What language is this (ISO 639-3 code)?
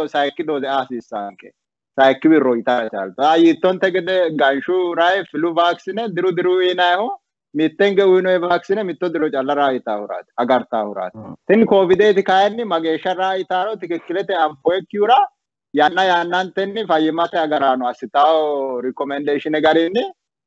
sid